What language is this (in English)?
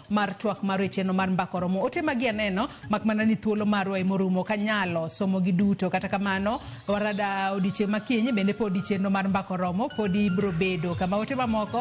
Luo (Kenya and Tanzania)